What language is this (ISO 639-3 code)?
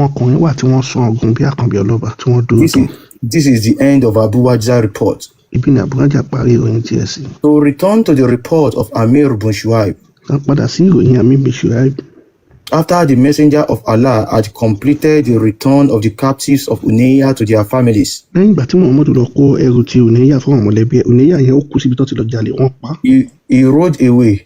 yor